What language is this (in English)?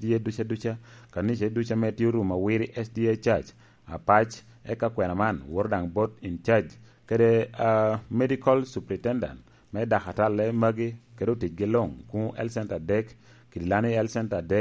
Lango (Uganda)